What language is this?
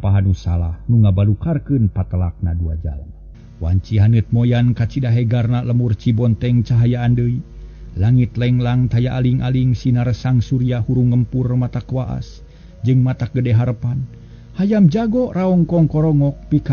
Sundanese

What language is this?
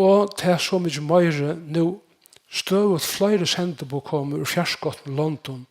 Faroese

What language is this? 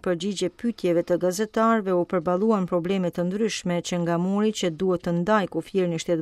Albanian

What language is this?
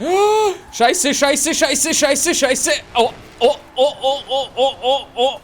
Bavarian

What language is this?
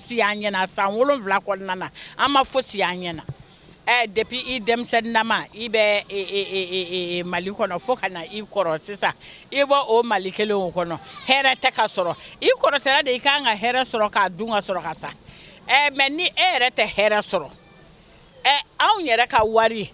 Bambara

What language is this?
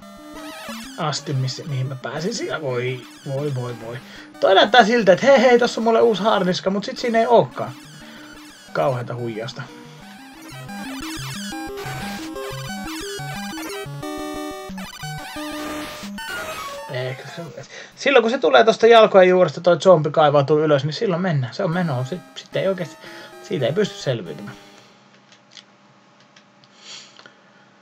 Finnish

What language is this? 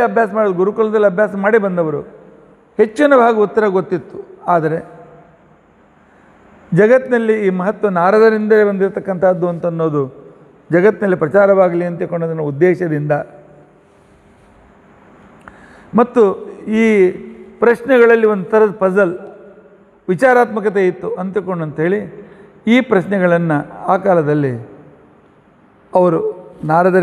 Kannada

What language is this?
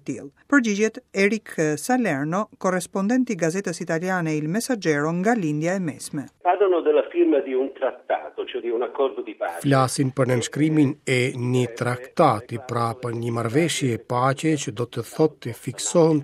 Albanian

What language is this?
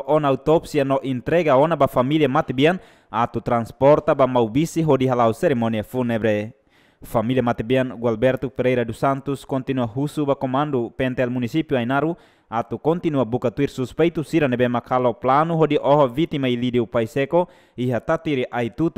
Tetum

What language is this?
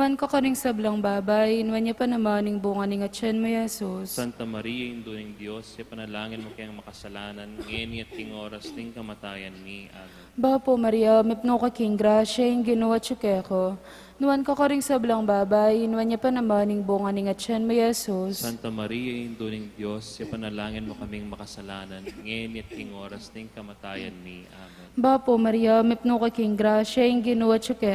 Pampanga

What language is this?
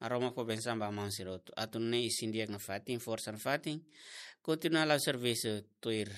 Tetum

